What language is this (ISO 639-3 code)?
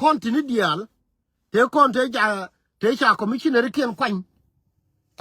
nus